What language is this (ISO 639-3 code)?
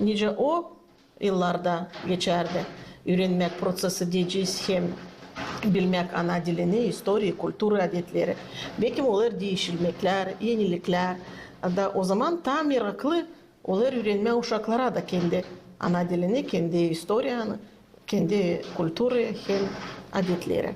gag